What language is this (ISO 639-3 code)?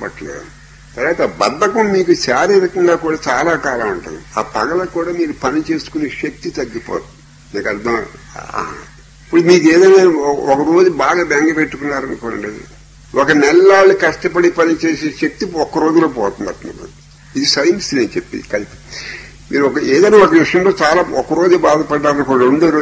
tel